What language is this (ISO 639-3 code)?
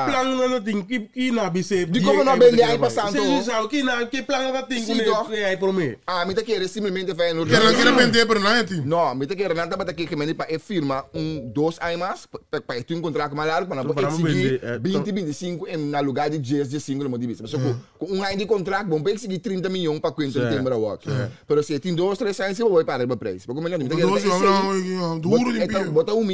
pap